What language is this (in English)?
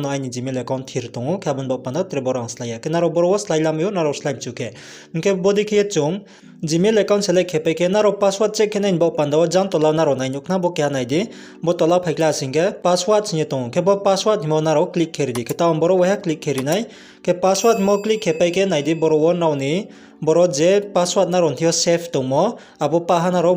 Riang (India)